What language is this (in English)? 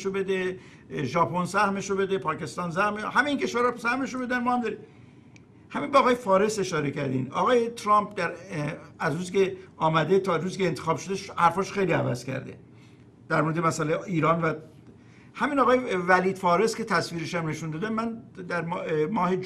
Persian